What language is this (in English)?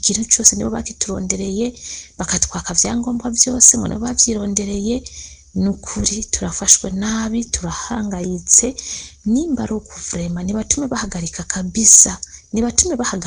Rundi